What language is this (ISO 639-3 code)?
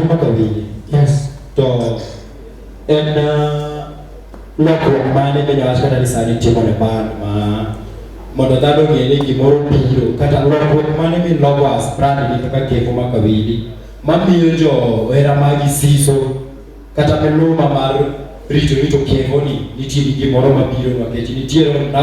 luo